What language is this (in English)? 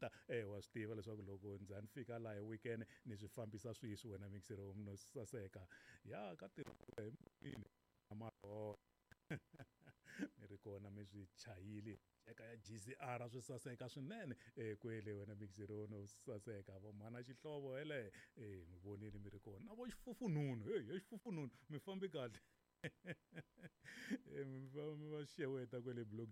Tsonga